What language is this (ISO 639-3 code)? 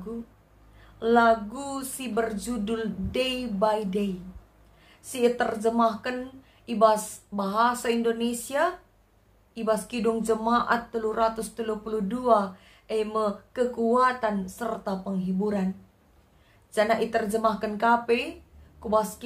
btx